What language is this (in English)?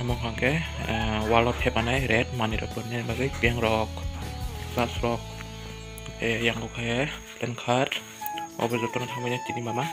Kok Borok